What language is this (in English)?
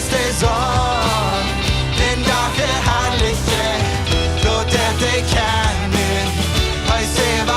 Plautdietsch